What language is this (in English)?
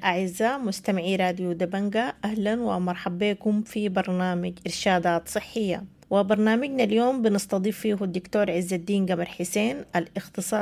Sudanese Arabic